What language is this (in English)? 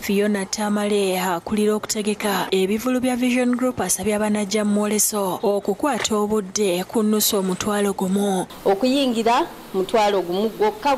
Ganda